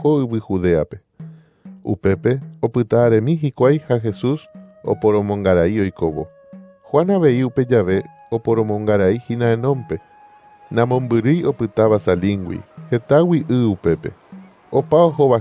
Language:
Guarani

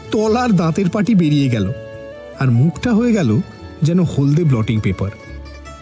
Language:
Bangla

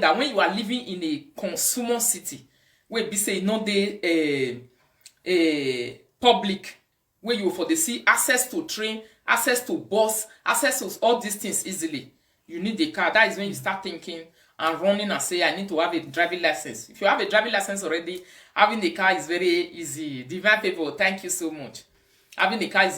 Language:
Nigerian Pidgin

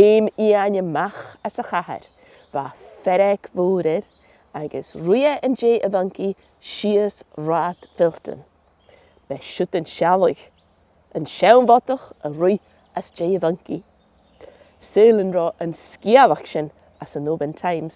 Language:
Scottish Gaelic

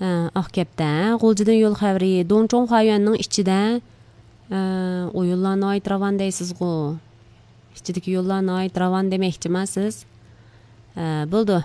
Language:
Uyghur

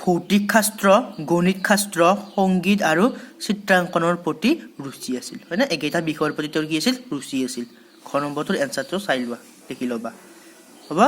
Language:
Assamese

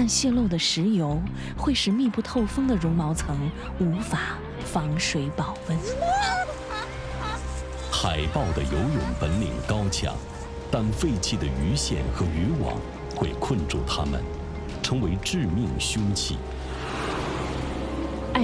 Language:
Chinese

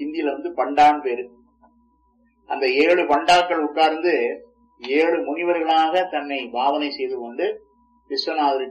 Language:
Tamil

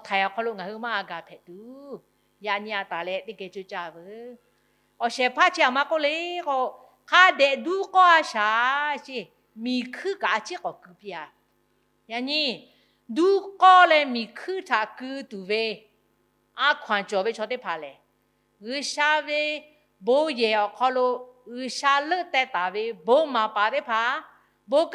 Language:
Lahu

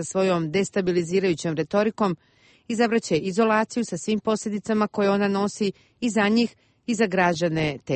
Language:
Bosnian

